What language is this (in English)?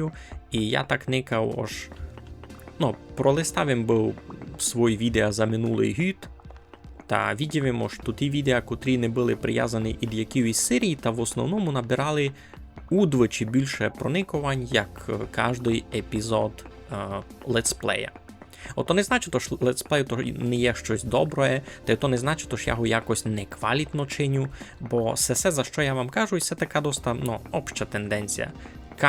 Rusyn